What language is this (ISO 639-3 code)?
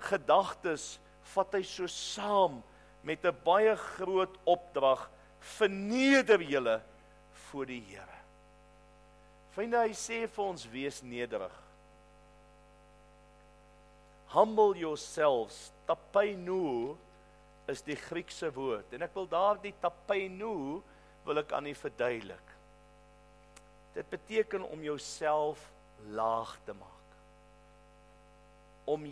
afr